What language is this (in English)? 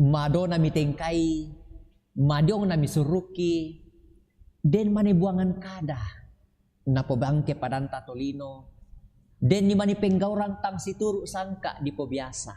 Toraja-Sa'dan